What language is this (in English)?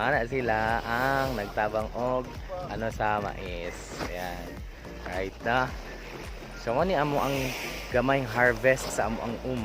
Cebuano